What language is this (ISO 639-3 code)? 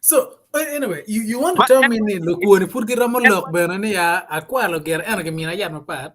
ach